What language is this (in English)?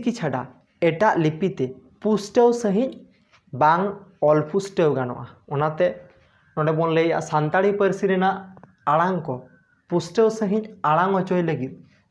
Santali